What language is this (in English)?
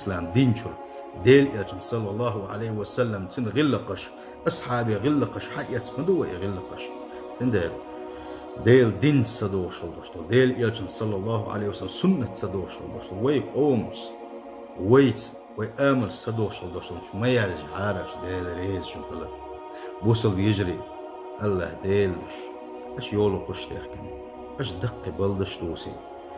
Chechen